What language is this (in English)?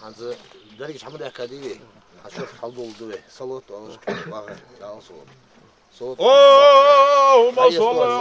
Ingush